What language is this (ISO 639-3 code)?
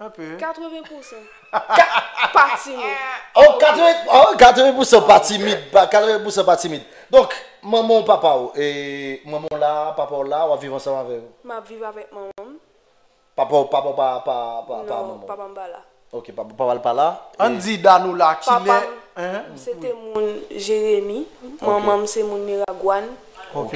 hat